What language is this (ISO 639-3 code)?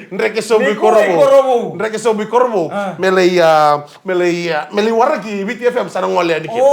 fij